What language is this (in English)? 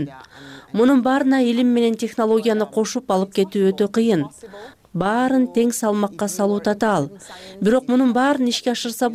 Kyrgyz